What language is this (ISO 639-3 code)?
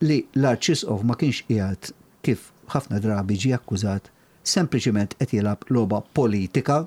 mlt